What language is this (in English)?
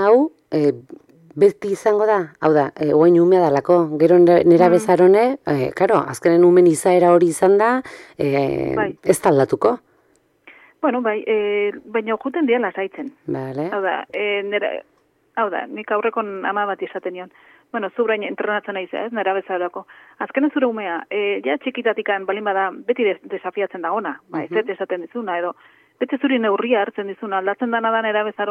Basque